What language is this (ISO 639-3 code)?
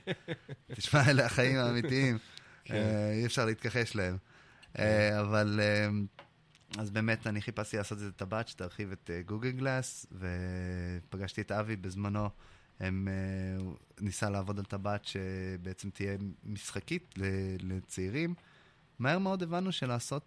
heb